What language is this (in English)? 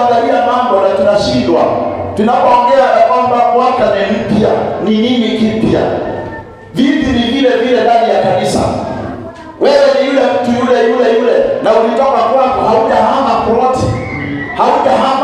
Swahili